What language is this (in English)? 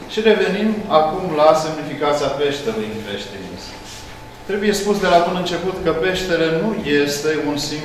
Romanian